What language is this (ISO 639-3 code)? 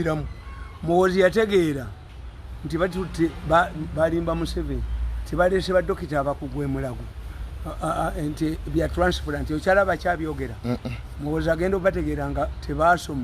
lug